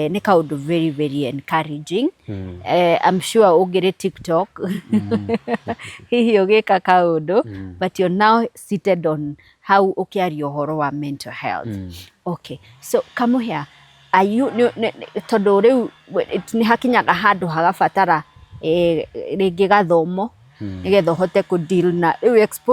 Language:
Kikuyu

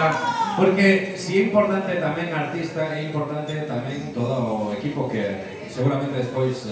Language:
Galician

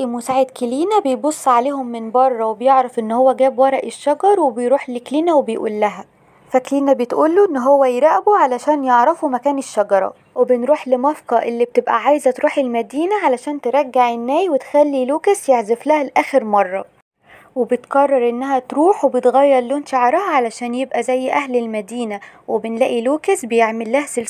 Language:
Egyptian Arabic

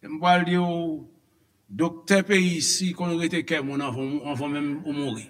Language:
Haitian Creole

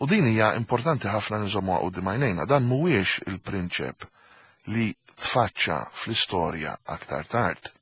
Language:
Maltese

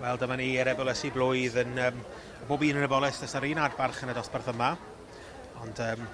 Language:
Welsh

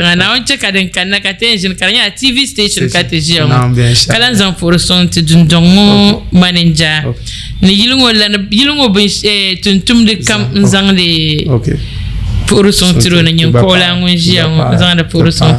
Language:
Dagbani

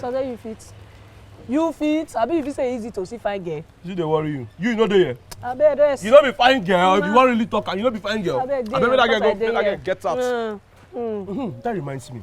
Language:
Nigerian Pidgin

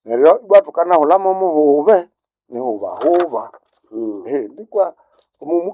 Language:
Nande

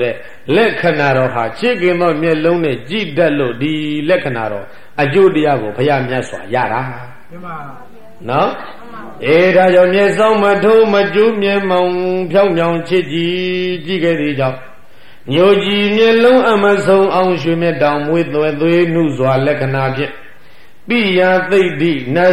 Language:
Burmese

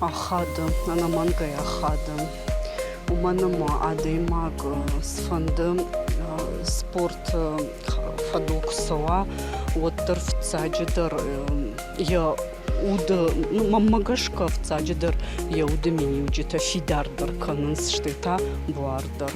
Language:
Ossetic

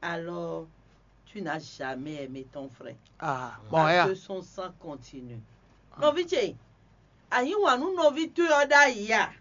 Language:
Fon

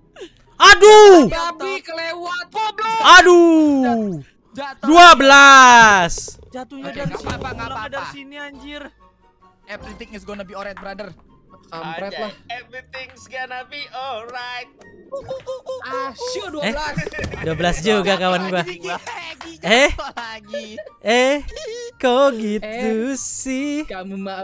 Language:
Indonesian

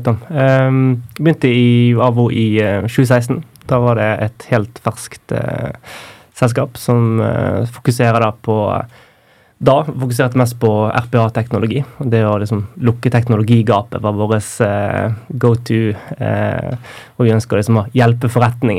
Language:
Norwegian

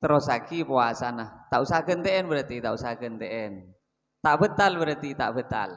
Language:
Madurese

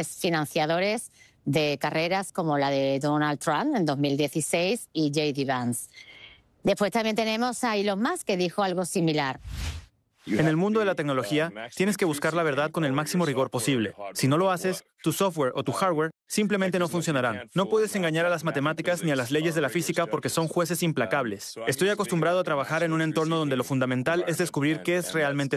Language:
Spanish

